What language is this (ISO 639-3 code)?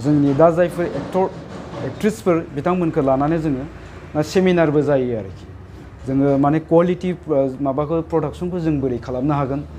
brx